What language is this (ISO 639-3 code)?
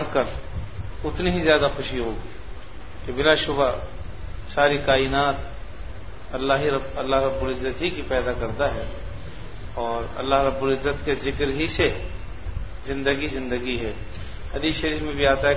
urd